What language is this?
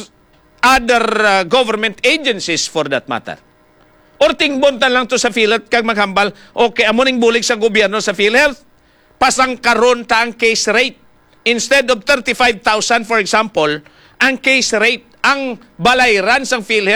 Hiligaynon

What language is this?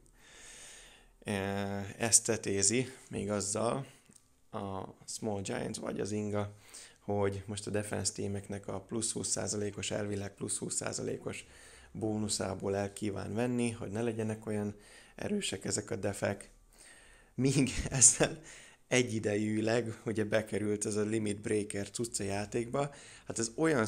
Hungarian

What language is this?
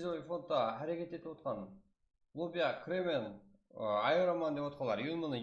Kara-Kalpak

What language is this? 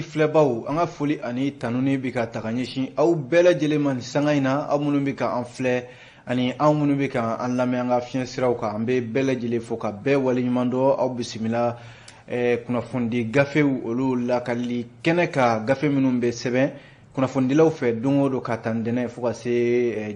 Bambara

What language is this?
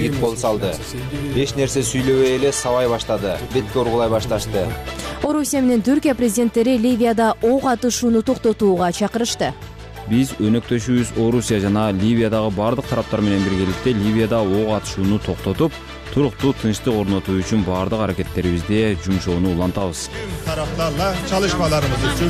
Kyrgyz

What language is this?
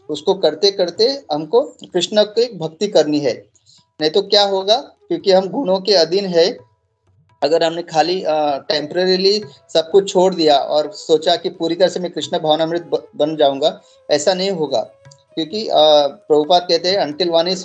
Hindi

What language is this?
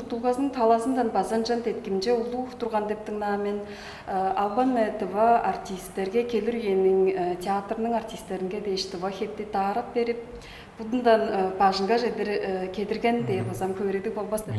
Tuvinian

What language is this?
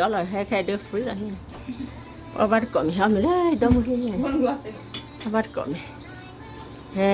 S'gaw Karen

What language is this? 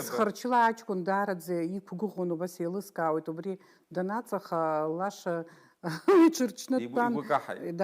Abkhazian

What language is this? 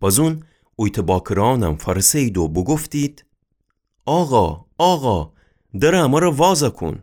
Gilaki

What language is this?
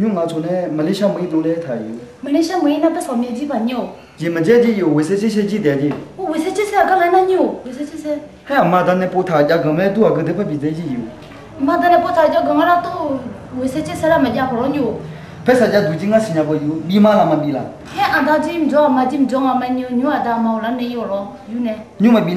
Akha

